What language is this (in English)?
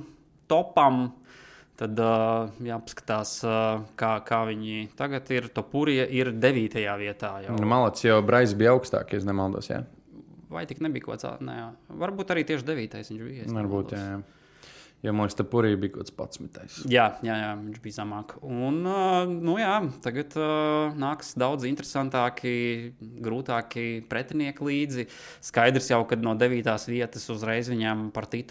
Latvian